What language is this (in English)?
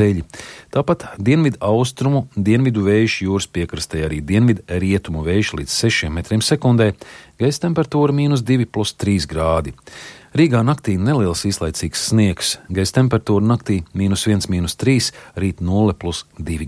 Latvian